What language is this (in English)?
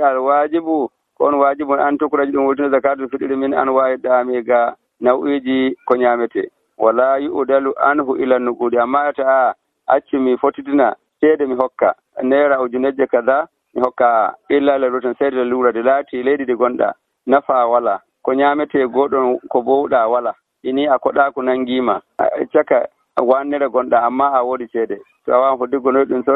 Nigerian Fulfulde